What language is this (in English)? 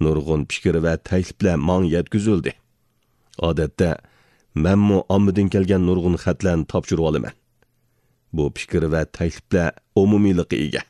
Uyghur